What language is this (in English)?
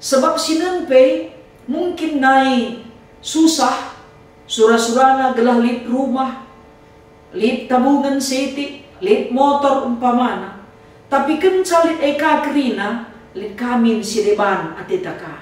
Batak Karo